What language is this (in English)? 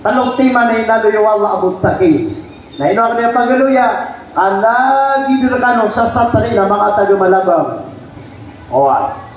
Maranao